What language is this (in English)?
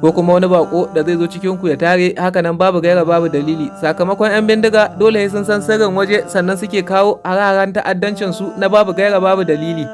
Hausa